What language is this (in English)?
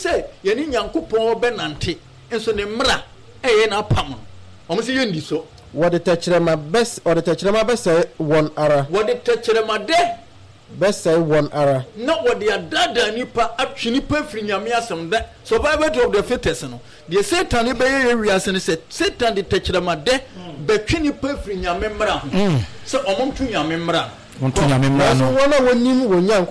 Akan